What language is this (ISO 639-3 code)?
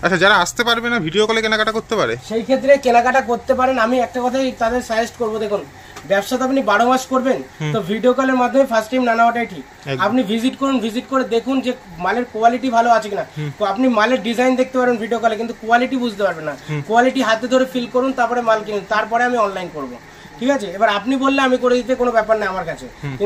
ben